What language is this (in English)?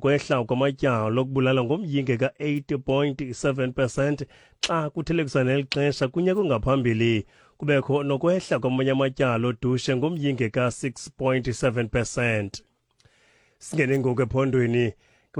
Xhosa